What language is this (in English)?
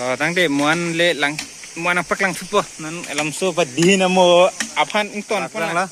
Karbi